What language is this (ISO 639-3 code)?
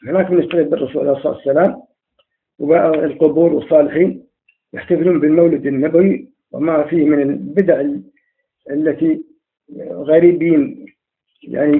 ara